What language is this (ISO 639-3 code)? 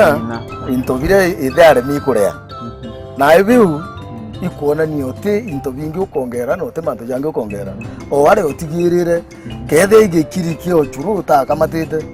mer